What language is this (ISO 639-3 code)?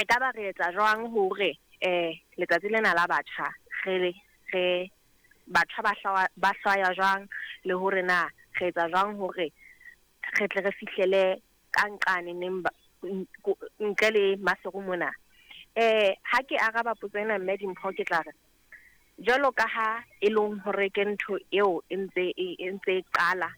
sot